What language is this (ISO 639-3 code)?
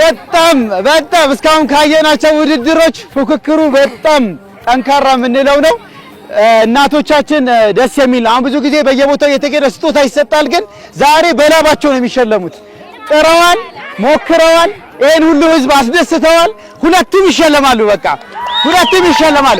amh